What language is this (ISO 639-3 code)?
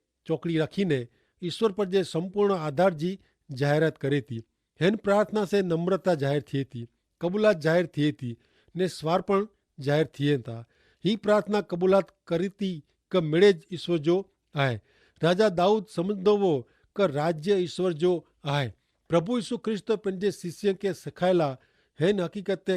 kfr